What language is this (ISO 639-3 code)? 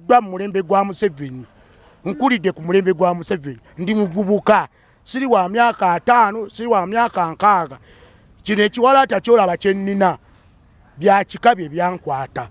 lug